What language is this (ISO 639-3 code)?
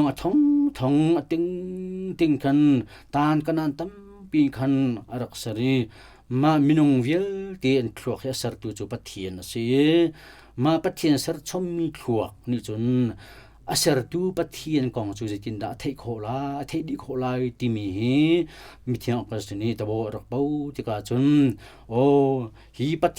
cnh